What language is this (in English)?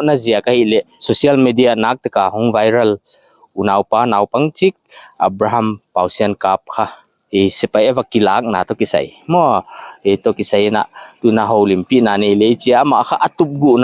Paite Chin